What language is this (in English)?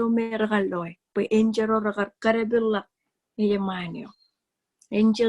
Marshallese